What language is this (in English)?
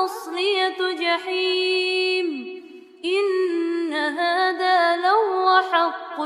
Arabic